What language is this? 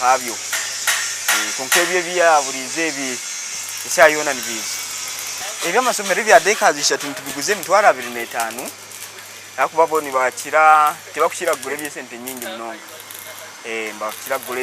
Nyankole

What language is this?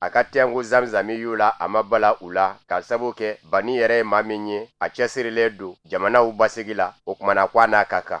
Bambara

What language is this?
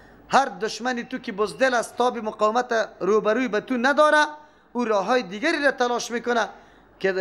Persian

